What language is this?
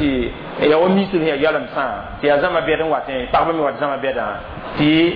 Mossi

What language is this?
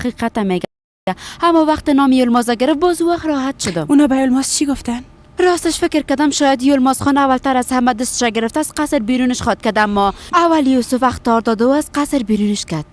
Persian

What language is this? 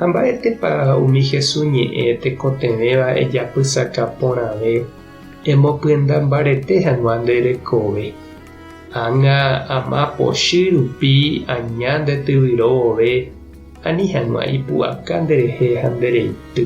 Guarani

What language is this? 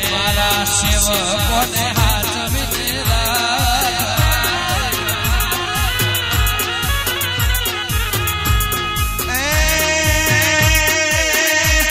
Gujarati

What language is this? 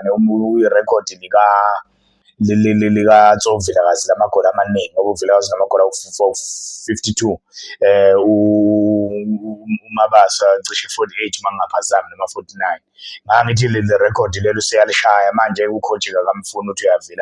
Zulu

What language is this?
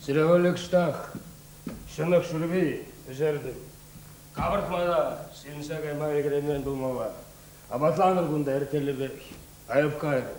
Chuvash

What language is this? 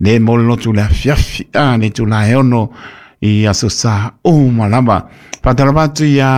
Samoan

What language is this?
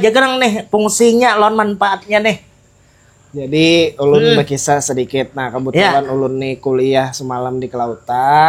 Banjar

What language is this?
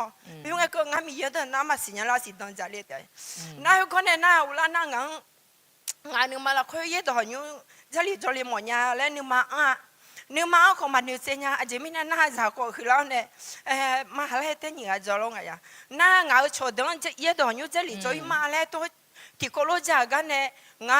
Akha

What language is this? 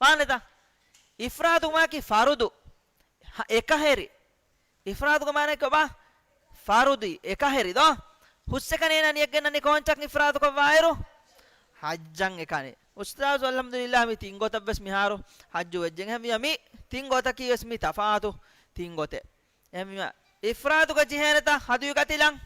Divehi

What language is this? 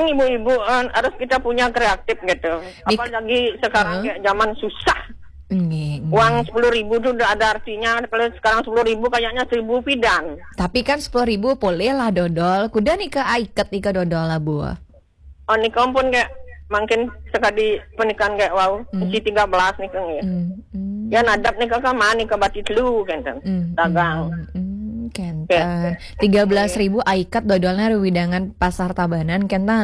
Balinese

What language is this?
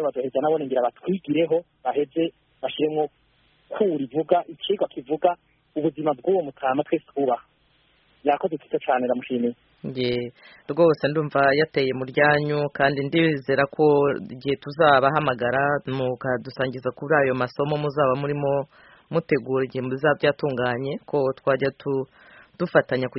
Kinyarwanda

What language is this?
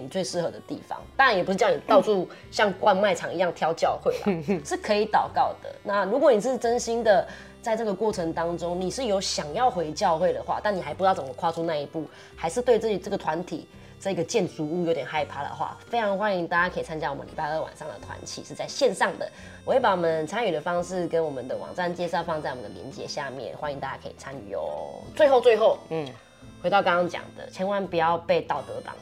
Chinese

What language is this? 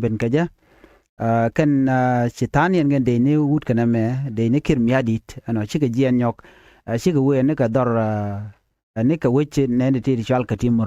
Nuer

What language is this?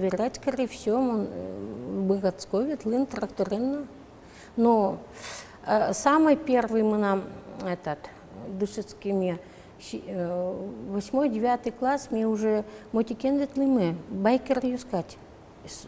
Udmurt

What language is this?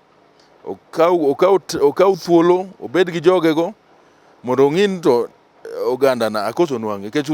Luo (Kenya and Tanzania)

